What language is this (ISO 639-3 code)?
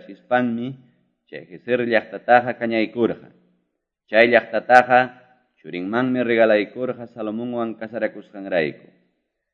que